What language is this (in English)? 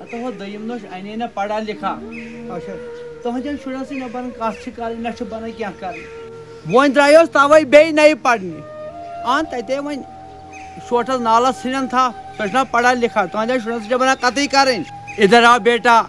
Kashmiri